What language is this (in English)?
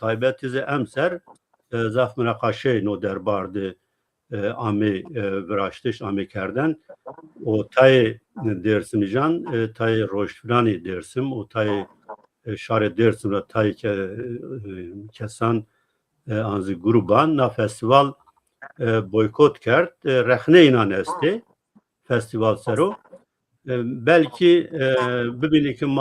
Zaza